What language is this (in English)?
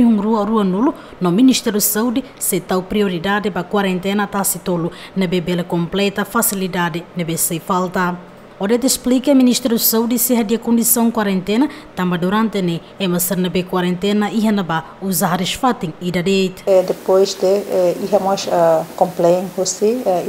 Tetum